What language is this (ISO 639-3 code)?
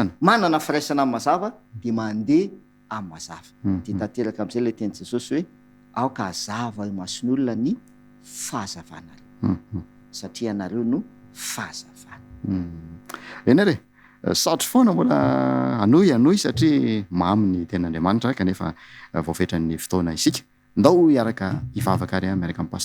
mlg